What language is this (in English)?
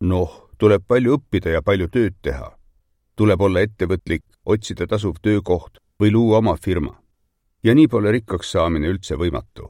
Estonian